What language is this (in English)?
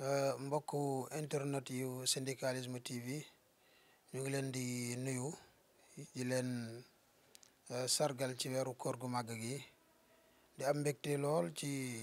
Wolof